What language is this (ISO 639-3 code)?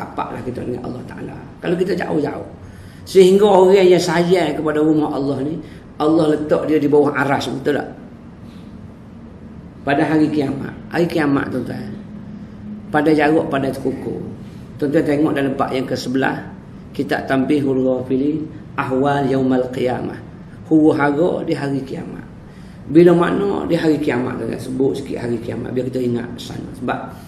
msa